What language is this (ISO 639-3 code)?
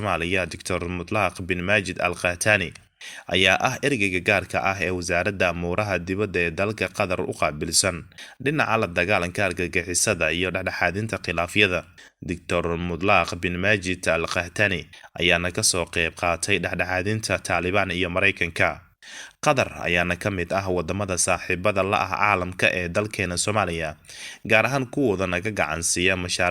som